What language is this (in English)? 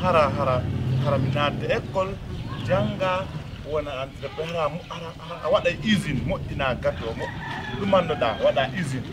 Pular